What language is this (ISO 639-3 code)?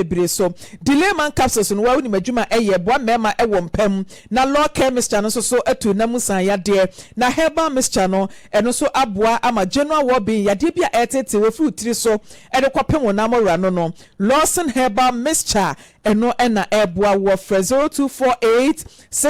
aka